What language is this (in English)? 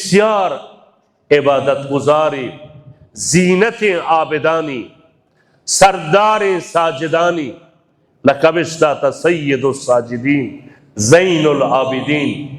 Baluchi